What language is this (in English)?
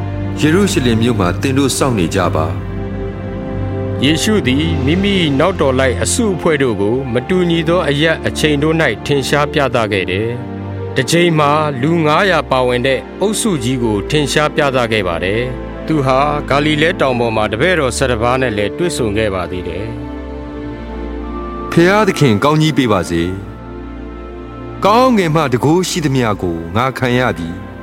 Burmese